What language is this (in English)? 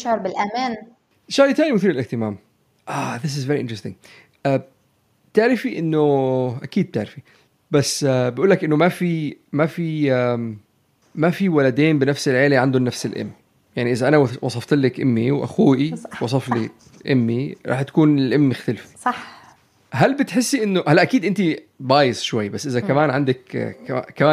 North Levantine Arabic